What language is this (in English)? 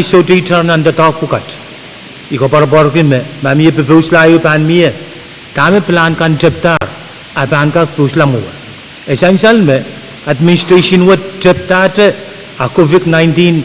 Pohnpeian